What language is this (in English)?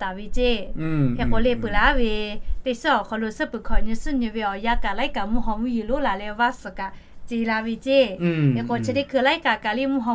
Lahu